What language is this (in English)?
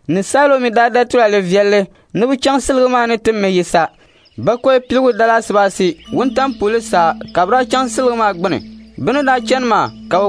Dagbani